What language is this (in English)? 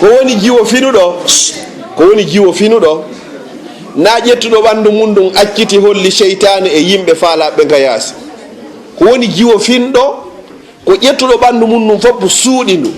Fula